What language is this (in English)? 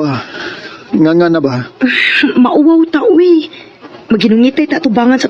Cebuano